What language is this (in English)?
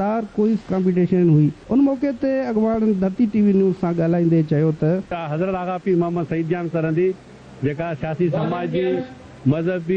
Sindhi